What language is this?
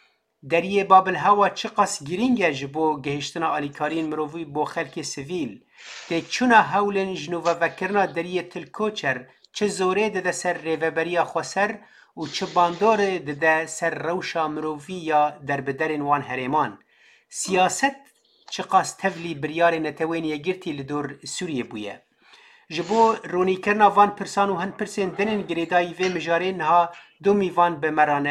Kurdish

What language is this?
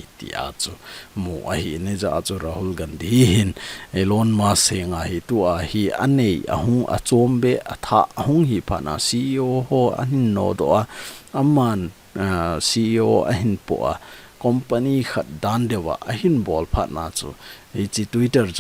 Thado Chin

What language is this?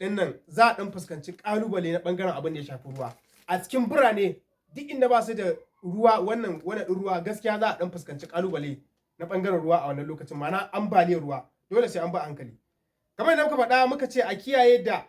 Hausa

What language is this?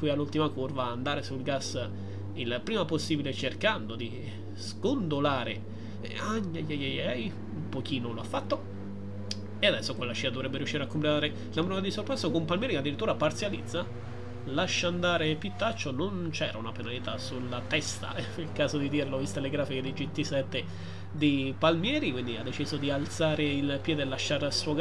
Italian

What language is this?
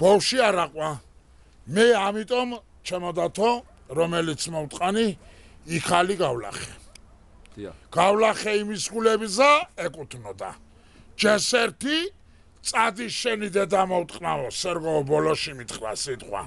Georgian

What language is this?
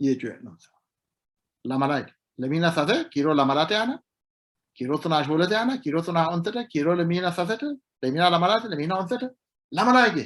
Sidamo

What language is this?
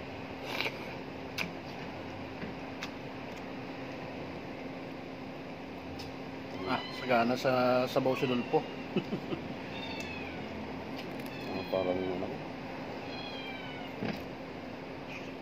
Filipino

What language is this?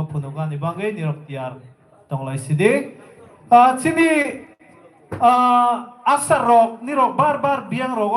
Kok Borok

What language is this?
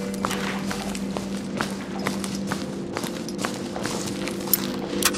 Norwegian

